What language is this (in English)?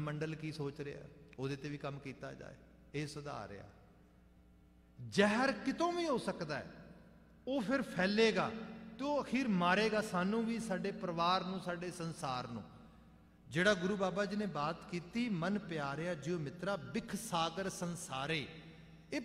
Punjabi